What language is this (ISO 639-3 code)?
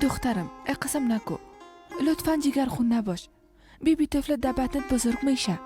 fas